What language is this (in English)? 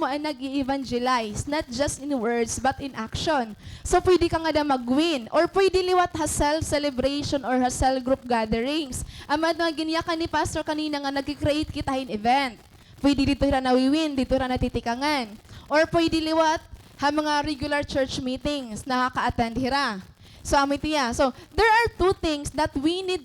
Waray